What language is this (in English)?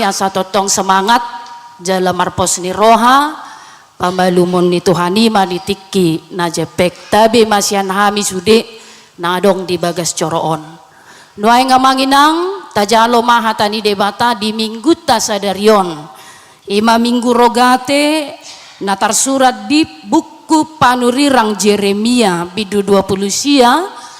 Batak Toba